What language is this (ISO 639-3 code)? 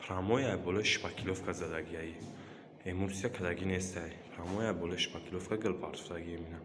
tgk